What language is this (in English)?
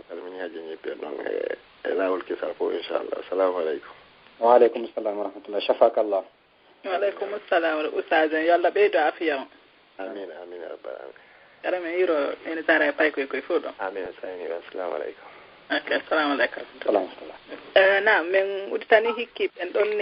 Fula